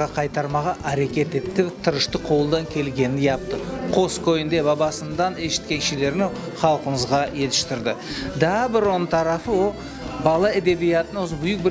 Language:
Crimean Tatar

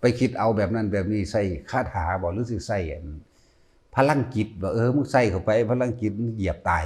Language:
Northeastern Thai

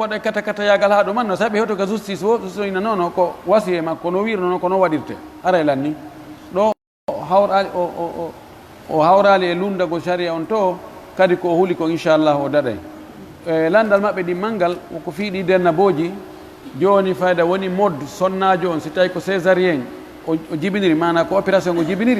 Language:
Pular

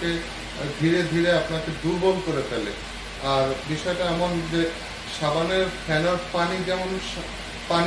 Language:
Bangla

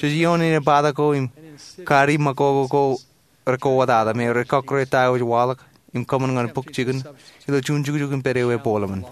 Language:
Marshallese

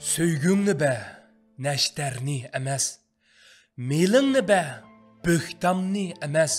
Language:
Uyghur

